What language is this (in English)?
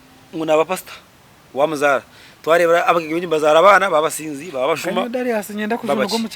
Nyankole